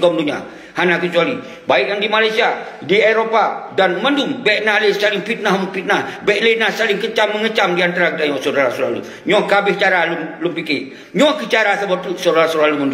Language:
Achinese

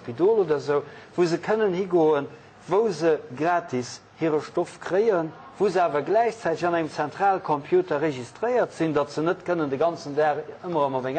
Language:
Luxembourgish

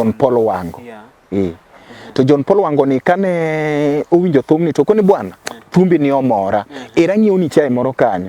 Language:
Luo (Kenya and Tanzania)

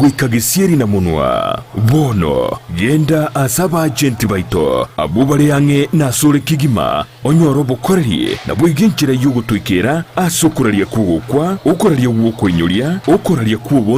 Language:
Gusii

